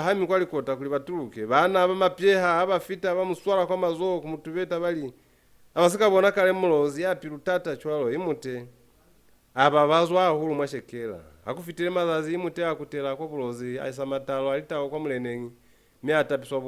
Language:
Lozi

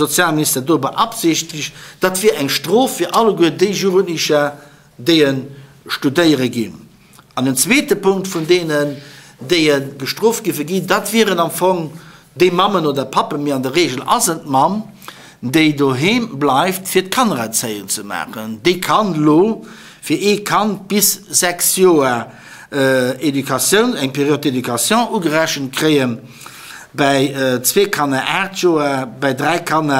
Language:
Luxembourgish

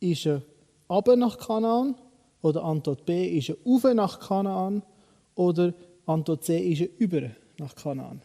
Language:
Swiss German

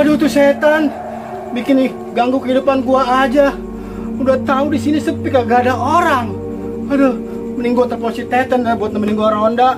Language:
Betawi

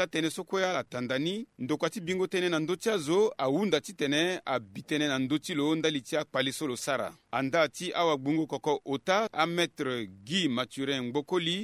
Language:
Sango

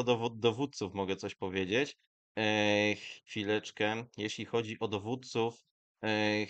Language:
Polish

